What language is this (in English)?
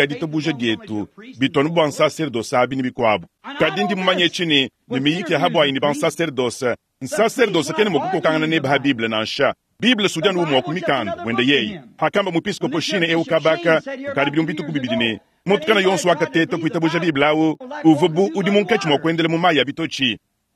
Luba-Lulua